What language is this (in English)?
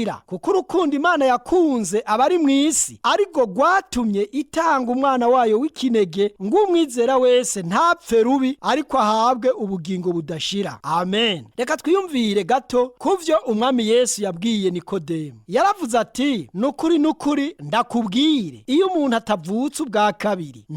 Rundi